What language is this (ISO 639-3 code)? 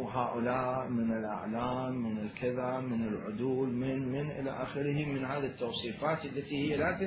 acm